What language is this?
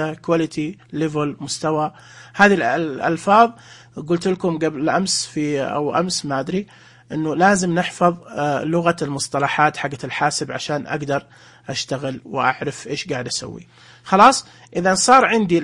Najdi Arabic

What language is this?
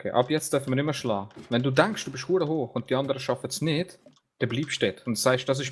Swiss German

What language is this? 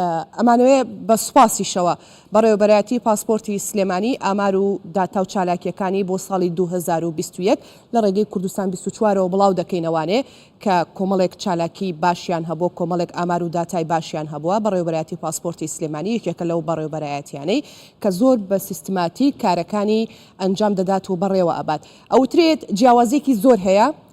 Central Kurdish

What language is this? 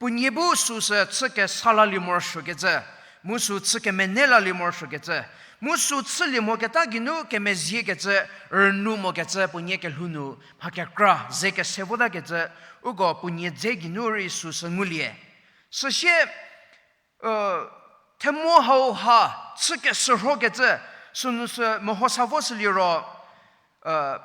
Angami Naga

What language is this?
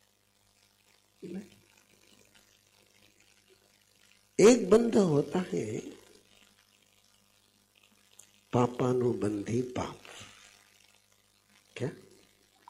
Hindi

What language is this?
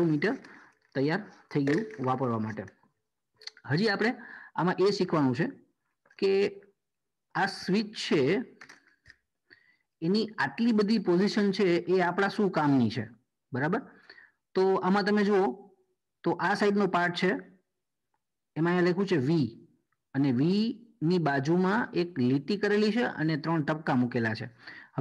Gujarati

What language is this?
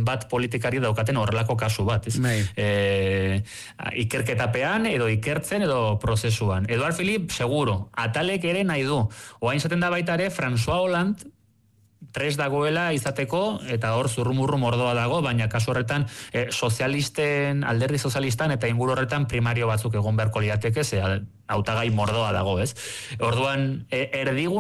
Basque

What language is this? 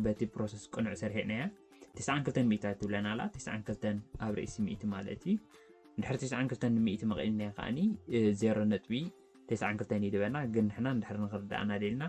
Tigrinya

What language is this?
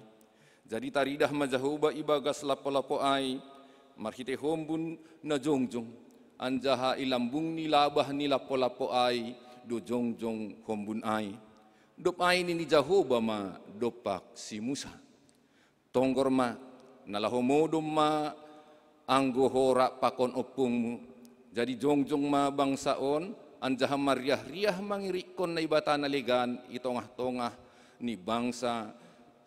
Batak Simalungun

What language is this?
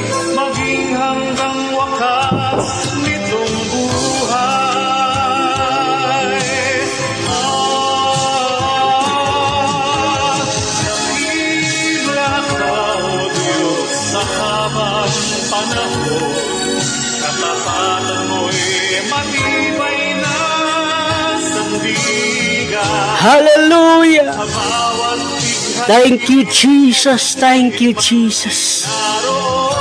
Filipino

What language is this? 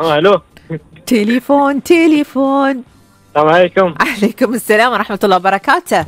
Gulf Arabic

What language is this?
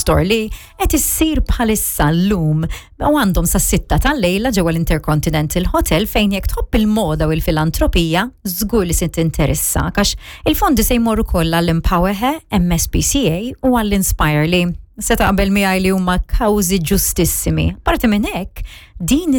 Maltese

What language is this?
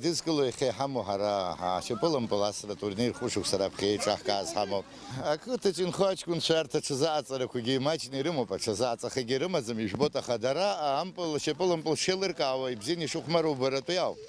Abkhazian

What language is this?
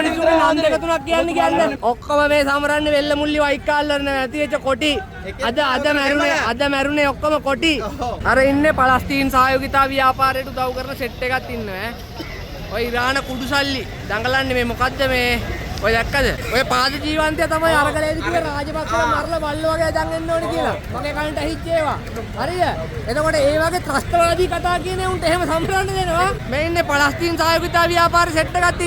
Sinhala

